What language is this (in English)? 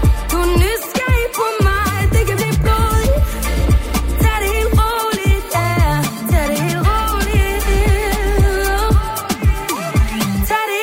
Danish